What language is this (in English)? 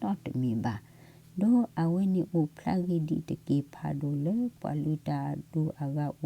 S'gaw Karen